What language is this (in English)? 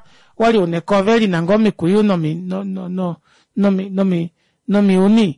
Kuanyama